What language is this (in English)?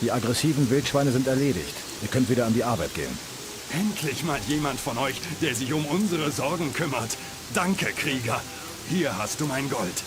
Bavarian